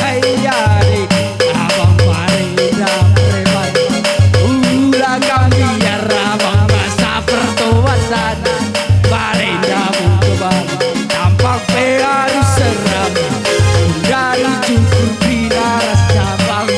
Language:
Batak Karo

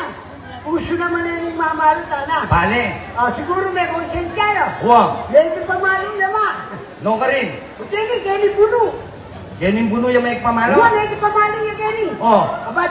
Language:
Pampanga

